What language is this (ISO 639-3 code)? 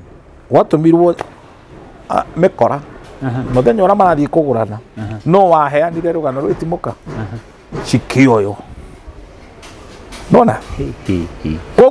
kik